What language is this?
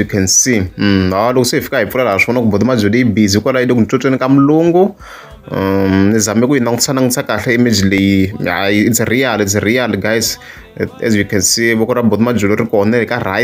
Tsonga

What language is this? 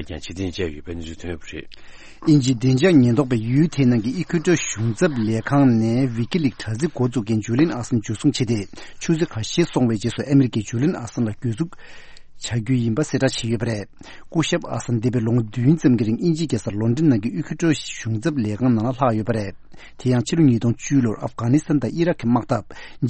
Tibetan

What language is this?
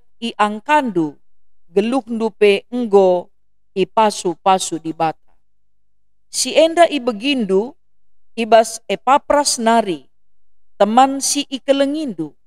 Batak Karo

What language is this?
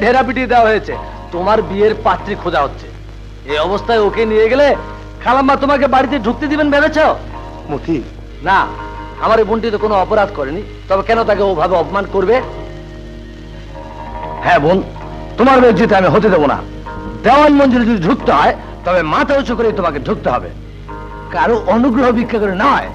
Bangla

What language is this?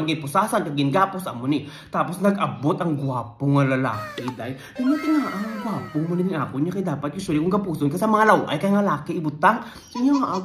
Hiligaynon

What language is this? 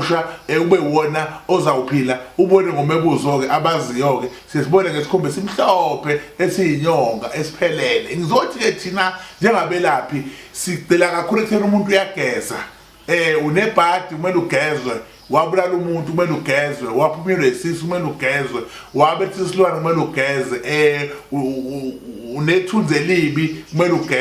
Zulu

